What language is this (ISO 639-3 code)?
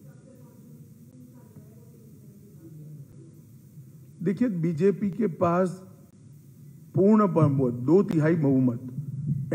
hin